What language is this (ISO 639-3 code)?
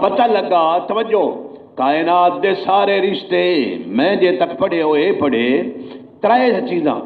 skr